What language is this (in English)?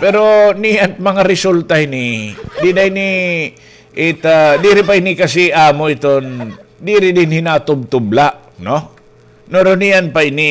Waray